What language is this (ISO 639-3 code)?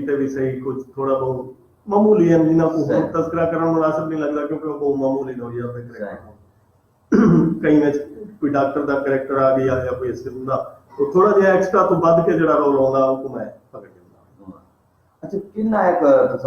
skr